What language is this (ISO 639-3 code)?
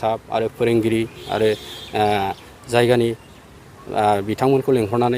brx